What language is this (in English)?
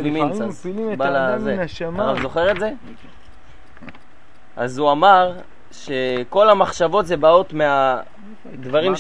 Hebrew